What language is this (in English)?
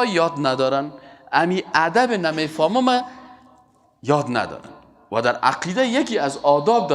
Persian